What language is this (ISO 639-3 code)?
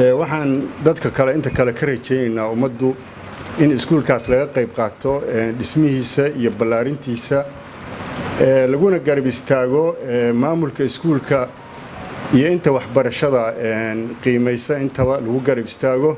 som